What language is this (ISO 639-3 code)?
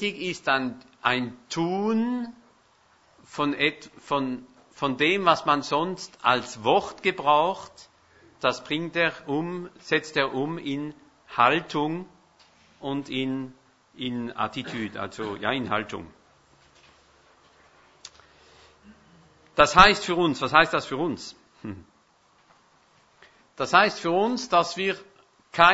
deu